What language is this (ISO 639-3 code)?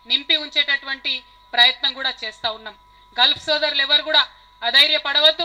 tel